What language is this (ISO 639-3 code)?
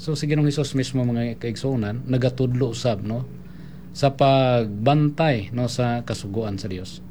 ceb